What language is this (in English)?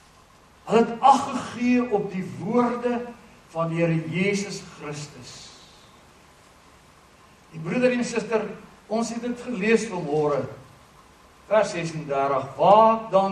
Afrikaans